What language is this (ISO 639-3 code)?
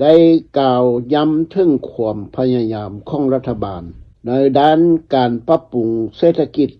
lao